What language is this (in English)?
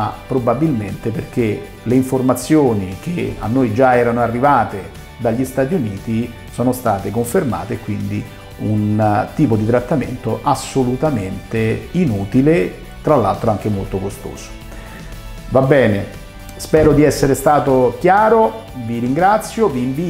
Italian